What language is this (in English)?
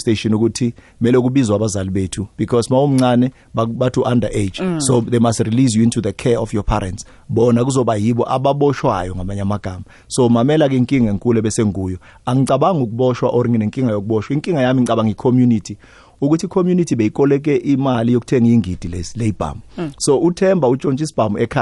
South Ndebele